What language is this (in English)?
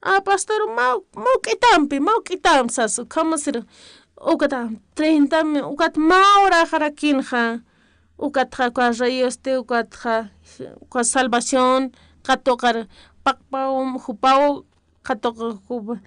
Aymara